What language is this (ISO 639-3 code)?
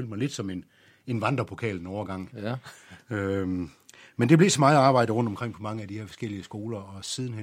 dan